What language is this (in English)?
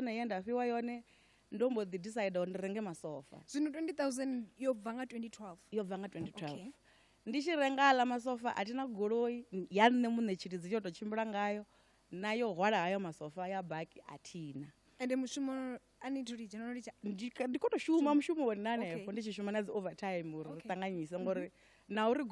Venda